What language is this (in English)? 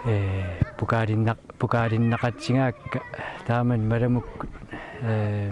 Kalaallisut